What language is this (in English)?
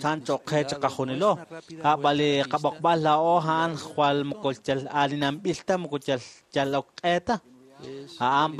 Kekchí